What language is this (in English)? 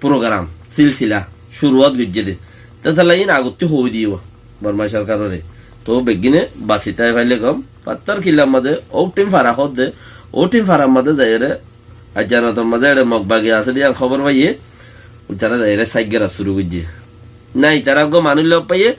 Rohingya